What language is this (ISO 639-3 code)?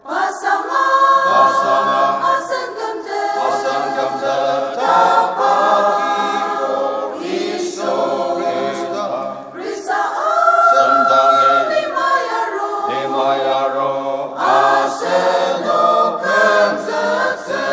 njo